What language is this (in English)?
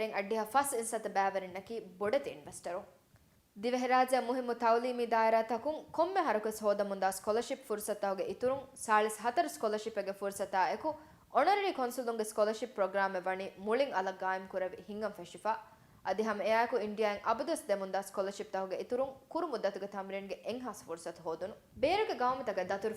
Divehi